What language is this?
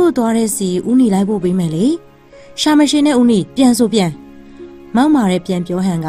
Burmese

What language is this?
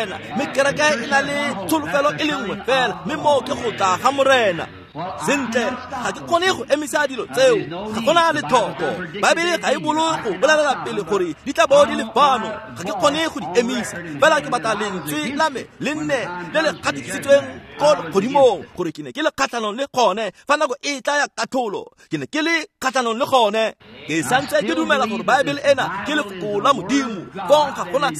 Tswana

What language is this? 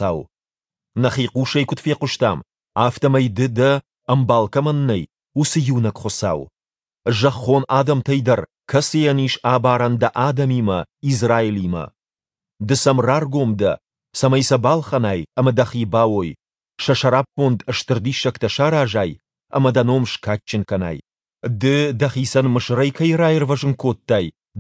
Ossetic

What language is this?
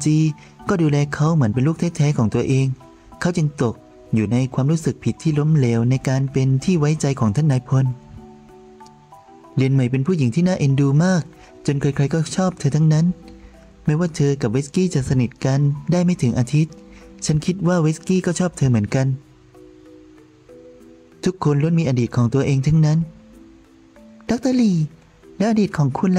Thai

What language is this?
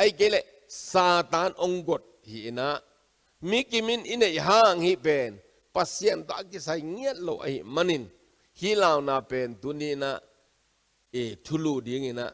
Tedim Chin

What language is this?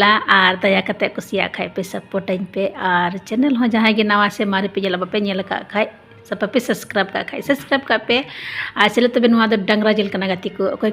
Santali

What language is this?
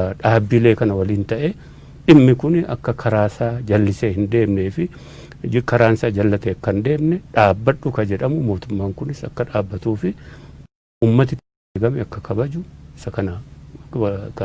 Oromo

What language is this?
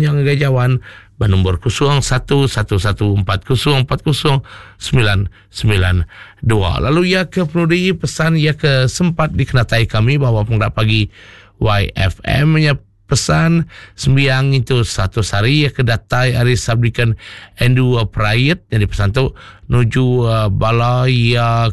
Iban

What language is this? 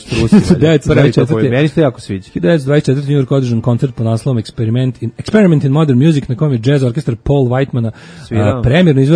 Serbian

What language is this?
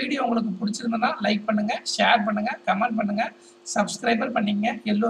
Tamil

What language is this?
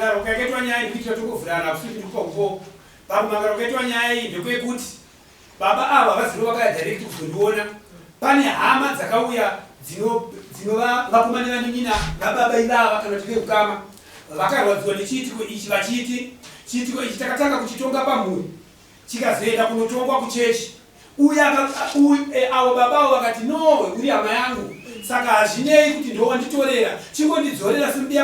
Shona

